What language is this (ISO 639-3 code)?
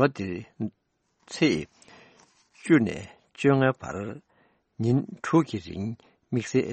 bod